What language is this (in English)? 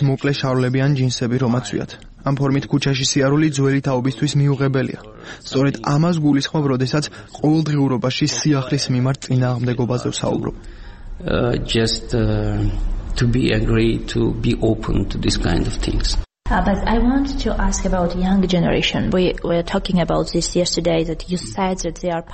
Georgian